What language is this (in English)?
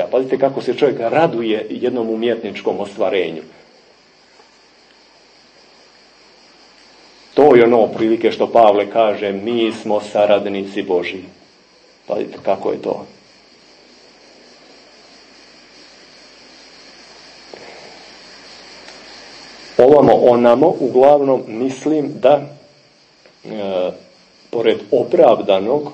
Serbian